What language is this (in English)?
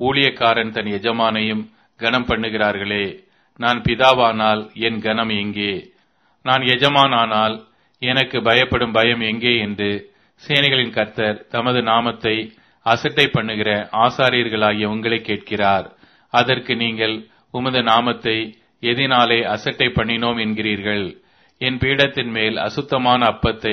Tamil